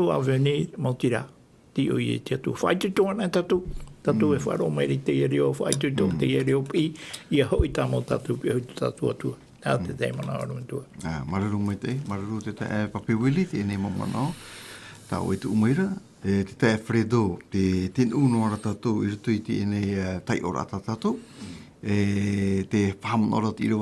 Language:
Tahitian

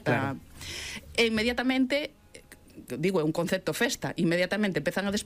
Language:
Galician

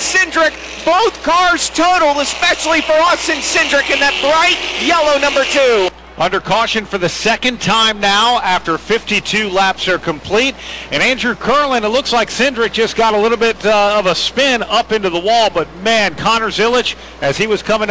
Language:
English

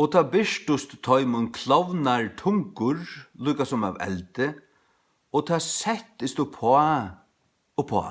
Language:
Faroese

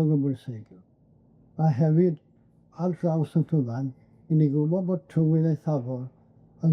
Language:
Welsh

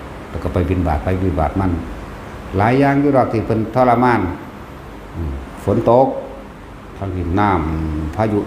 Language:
Northeastern Thai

